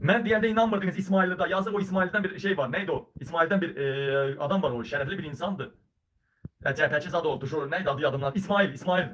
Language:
Azerbaijani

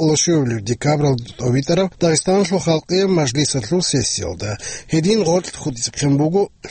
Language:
Avaric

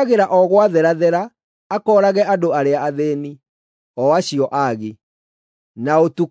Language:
Kikuyu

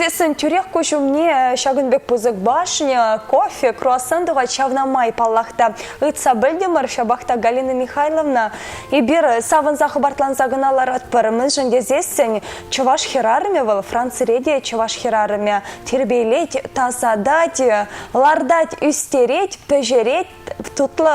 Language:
Chuvash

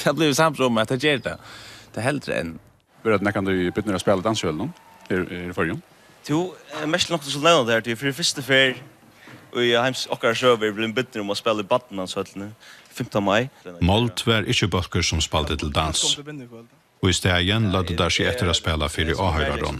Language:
Faroese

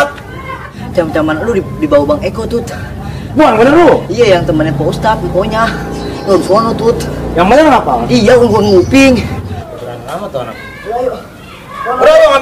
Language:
Betawi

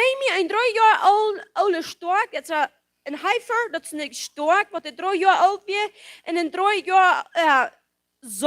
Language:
Plautdietsch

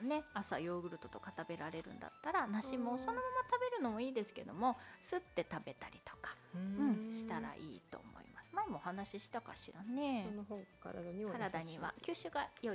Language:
Japanese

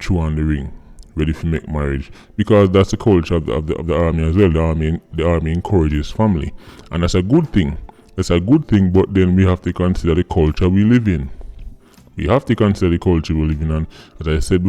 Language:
Jamaican Creole English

